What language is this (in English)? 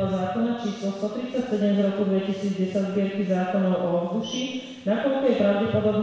Slovak